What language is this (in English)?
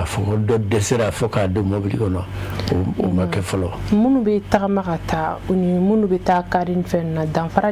Bambara